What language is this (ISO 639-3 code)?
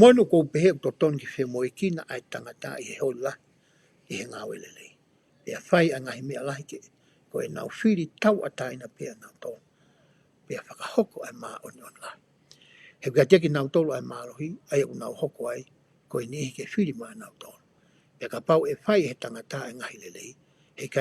ton